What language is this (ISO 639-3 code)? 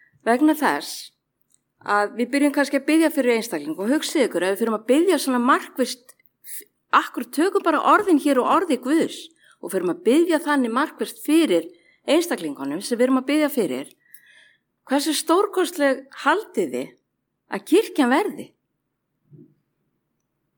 isl